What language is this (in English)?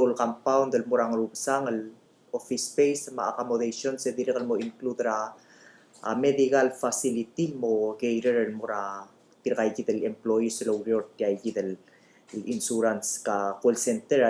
Palauan